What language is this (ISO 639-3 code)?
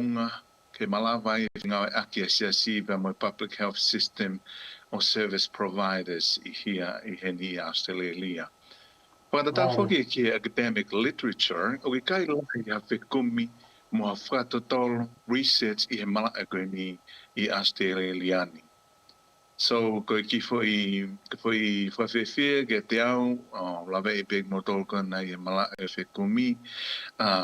ton